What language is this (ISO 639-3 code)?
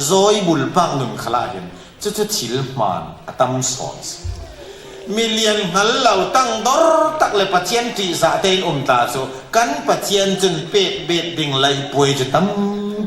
cfm